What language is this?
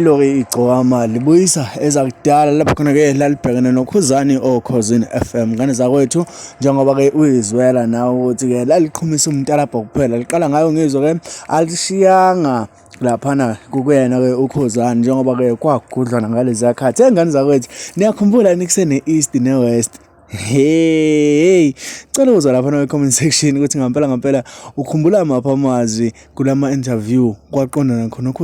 Zulu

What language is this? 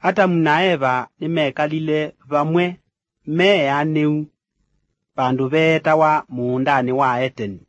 Kamba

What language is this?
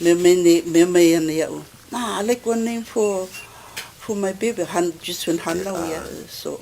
Hawaiian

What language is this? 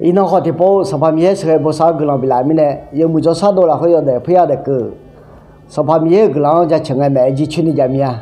Akha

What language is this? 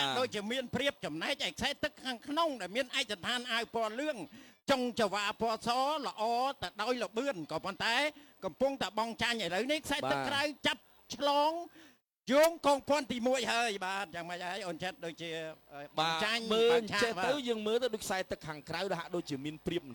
Khmer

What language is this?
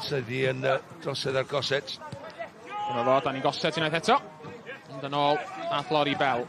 Welsh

